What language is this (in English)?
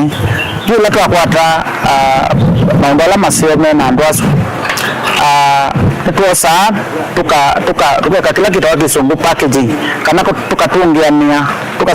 Kamba